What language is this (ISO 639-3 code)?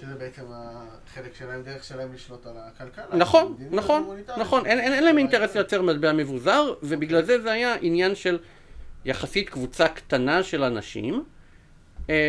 heb